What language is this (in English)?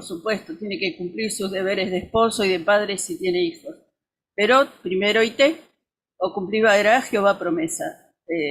Guarani